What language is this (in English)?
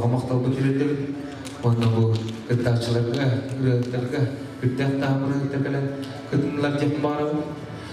Yakut